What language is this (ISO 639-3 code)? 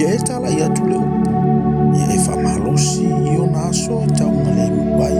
smo